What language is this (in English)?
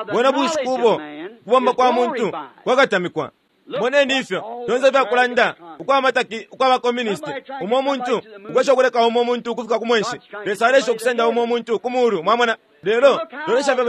Bemba